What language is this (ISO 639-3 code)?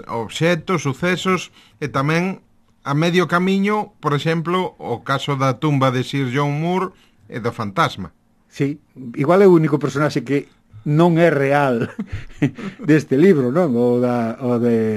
glg